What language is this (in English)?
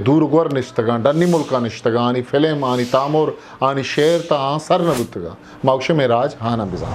Eastern Balochi